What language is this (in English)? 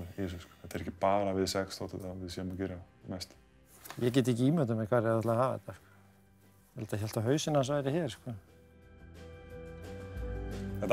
Icelandic